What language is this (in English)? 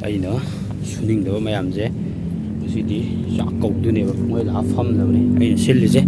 Manipuri